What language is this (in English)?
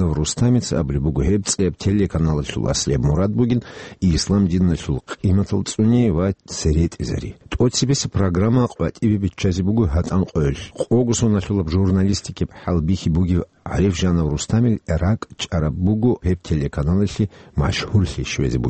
Avaric